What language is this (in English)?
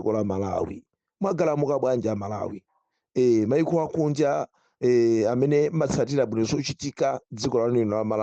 Nyanja